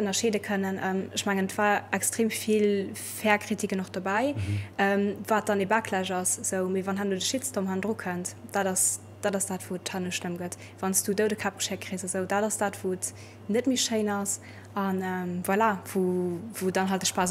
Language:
Luxembourgish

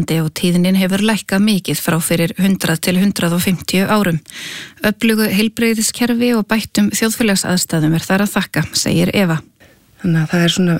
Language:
Icelandic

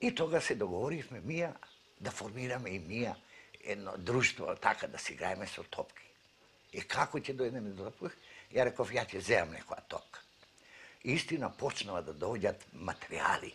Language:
Macedonian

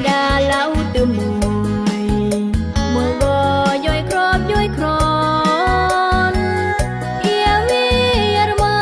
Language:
Khmu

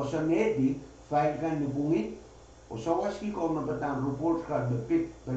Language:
Pohnpeian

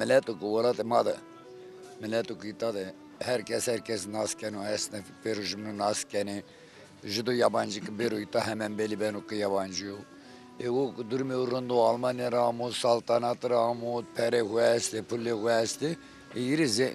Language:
Zaza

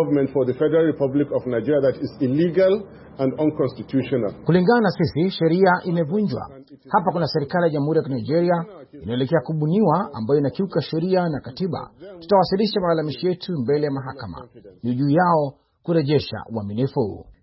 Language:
Swahili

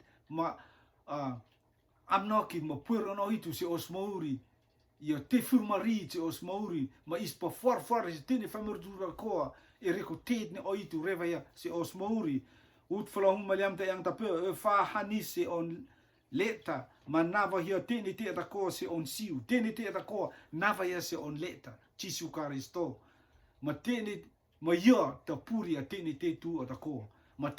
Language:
Rotuman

